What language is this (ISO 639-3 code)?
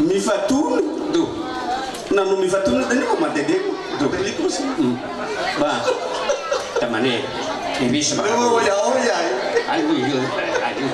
nia